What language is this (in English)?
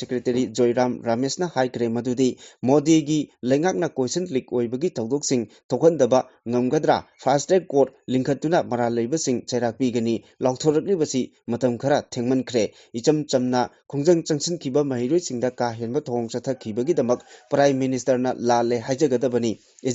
Manipuri